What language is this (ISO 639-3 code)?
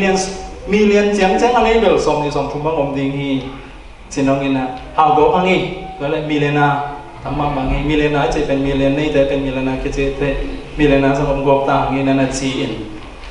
ctd